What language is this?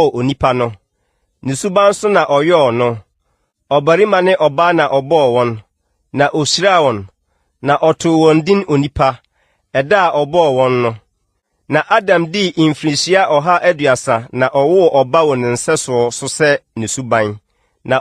Akan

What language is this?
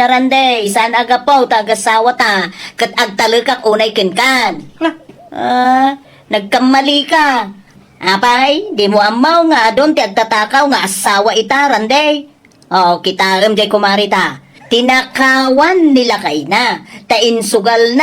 Iloko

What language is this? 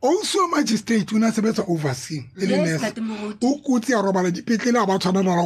Tswana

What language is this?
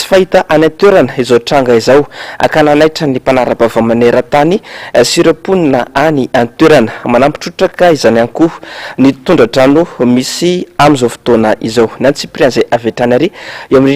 Malagasy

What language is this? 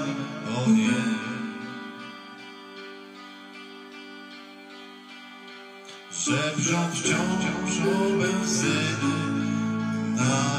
Polish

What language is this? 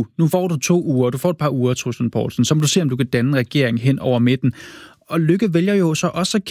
Danish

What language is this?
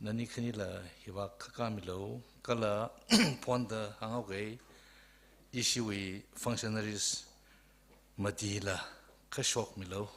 Tangkhul Naga (India)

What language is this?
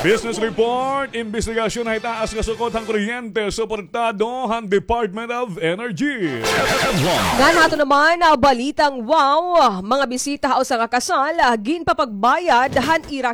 Waray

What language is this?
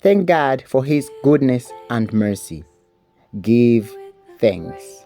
English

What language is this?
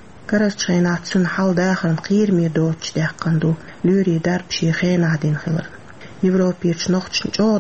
Chechen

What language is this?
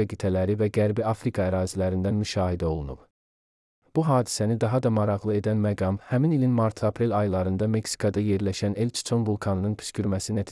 Azerbaijani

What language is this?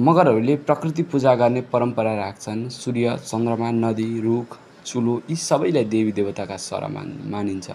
Nepali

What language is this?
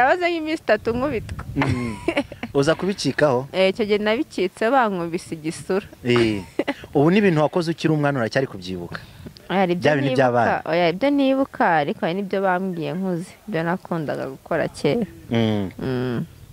Kinyarwanda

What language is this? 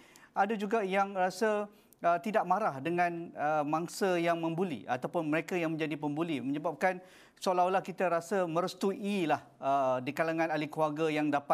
Malay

